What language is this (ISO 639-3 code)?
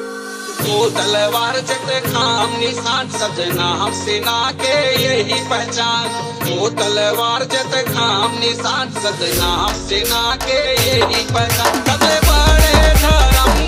bho